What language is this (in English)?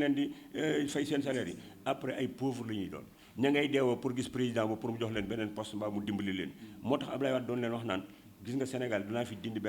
Wolof